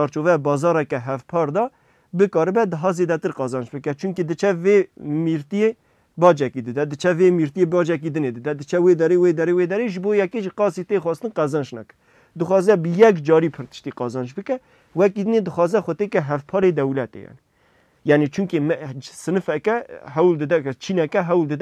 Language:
Kurdish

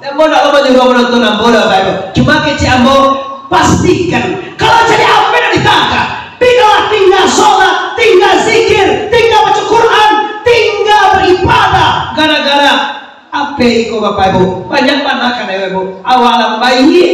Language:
Minangkabau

